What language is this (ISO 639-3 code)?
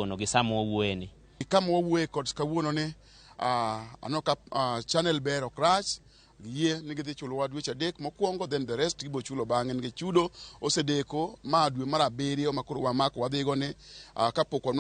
luo